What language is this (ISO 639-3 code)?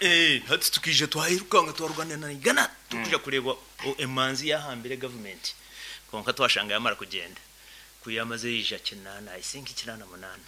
nyn